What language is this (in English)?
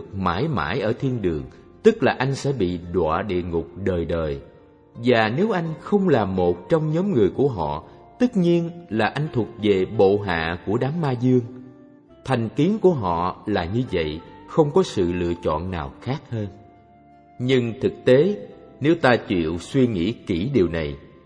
Vietnamese